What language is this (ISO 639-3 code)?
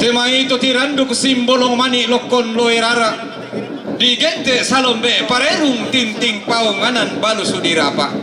sda